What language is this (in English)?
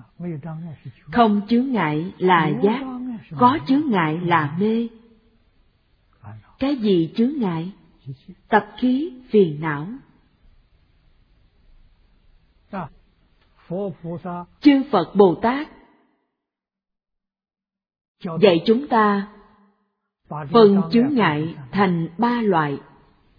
Vietnamese